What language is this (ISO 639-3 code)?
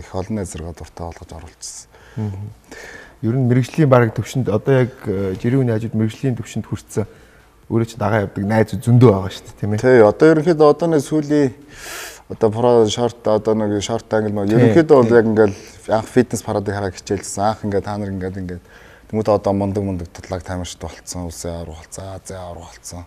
mon